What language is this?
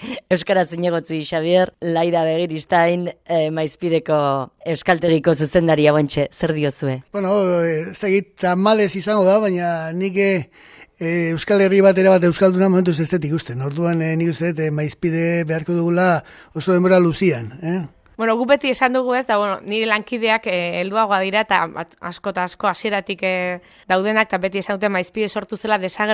Basque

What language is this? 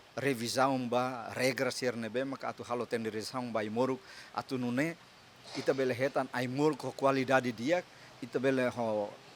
Tetum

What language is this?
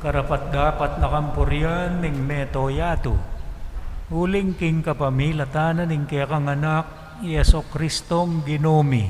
Pampanga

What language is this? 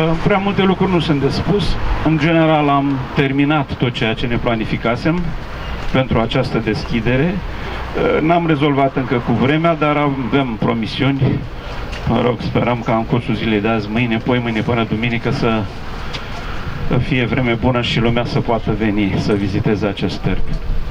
Romanian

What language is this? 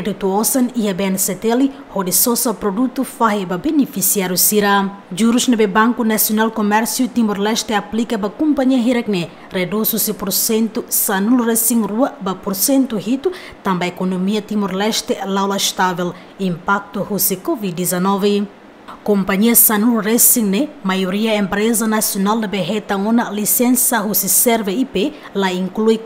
Tetum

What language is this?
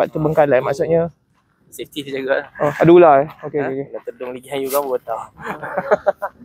Malay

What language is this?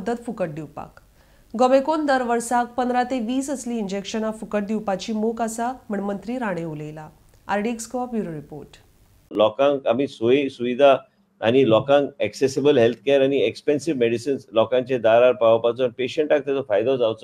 Konkani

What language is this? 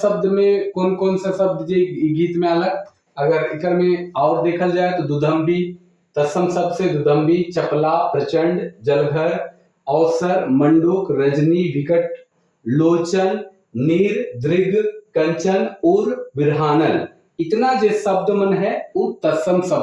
Sadri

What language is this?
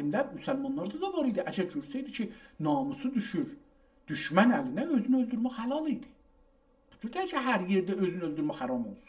South Azerbaijani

